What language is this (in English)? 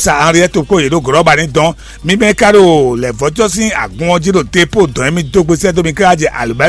Fon